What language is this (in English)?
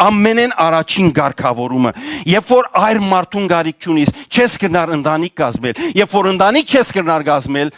Western Armenian